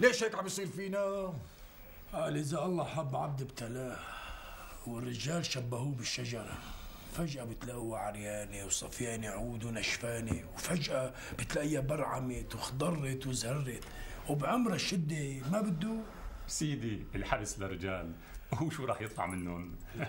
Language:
North Levantine Arabic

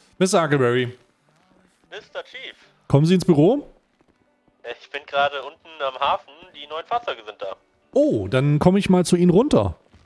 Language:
German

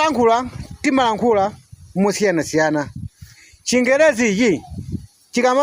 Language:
Nyanja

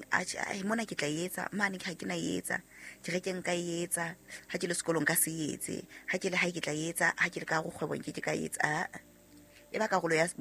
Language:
Southern Sotho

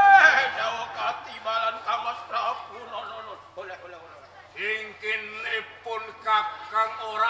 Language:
Javanese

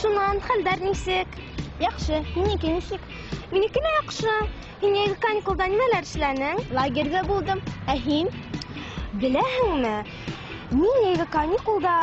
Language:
Bashkir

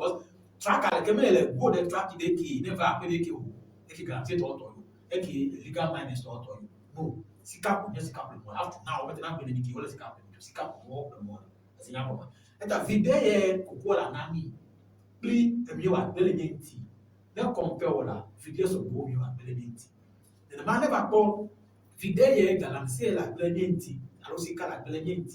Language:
Ewe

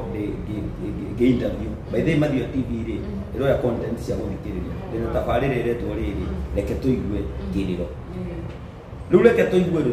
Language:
Kikuyu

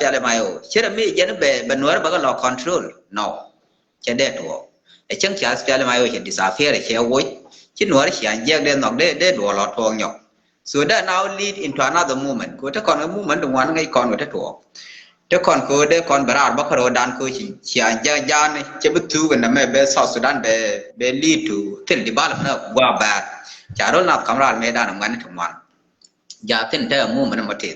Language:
Nuer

